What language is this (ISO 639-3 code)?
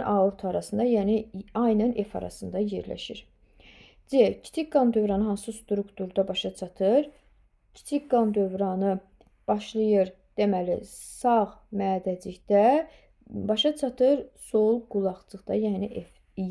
aze